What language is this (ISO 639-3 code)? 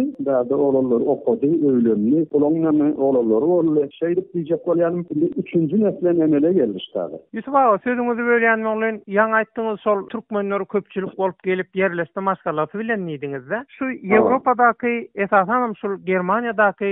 tuk